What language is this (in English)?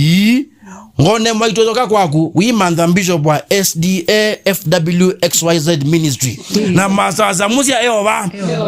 Kamba